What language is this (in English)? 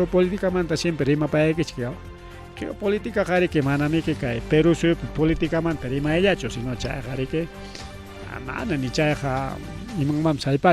Ayacucho Quechua